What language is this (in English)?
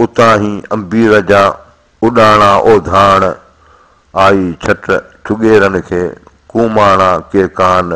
Sindhi